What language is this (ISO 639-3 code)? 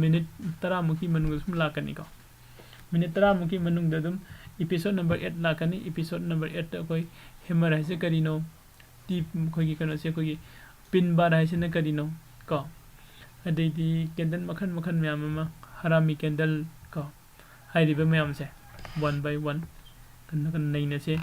mni